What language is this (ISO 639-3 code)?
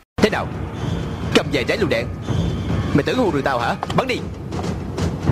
vie